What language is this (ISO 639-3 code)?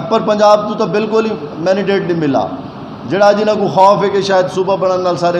skr